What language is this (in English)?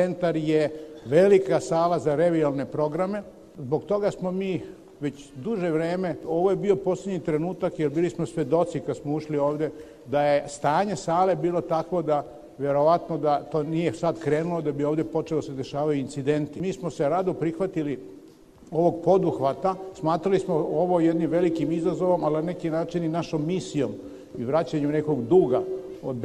Serbian